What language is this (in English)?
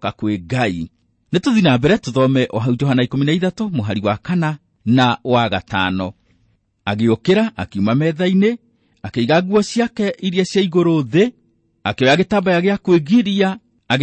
Kikuyu